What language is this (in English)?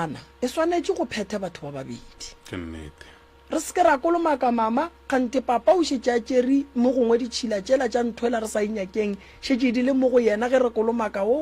Northern Sotho